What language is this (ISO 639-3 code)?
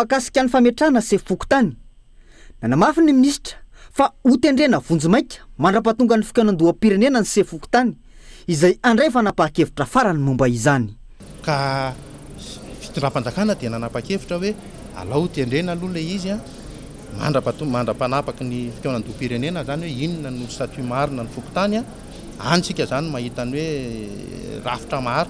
mlg